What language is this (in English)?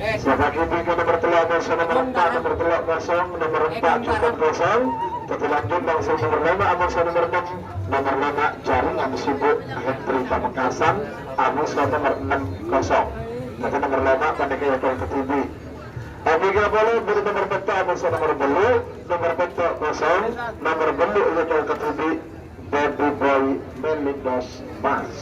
Madurese